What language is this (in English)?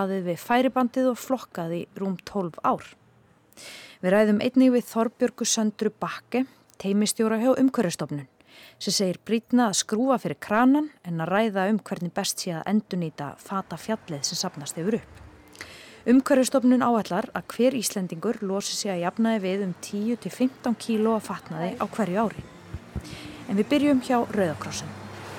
Icelandic